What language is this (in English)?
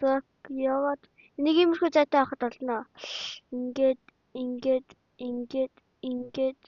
Mongolian